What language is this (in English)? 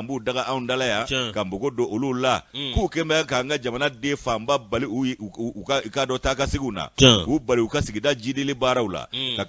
Bambara